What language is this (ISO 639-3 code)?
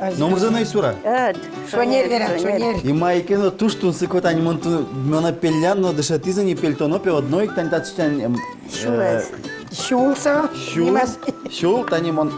udm